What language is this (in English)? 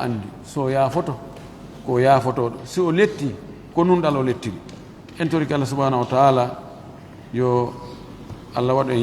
Fula